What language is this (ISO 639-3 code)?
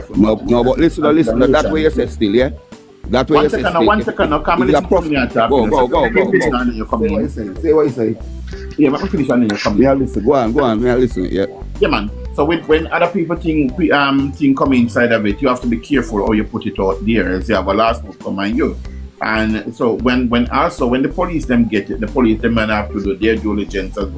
jam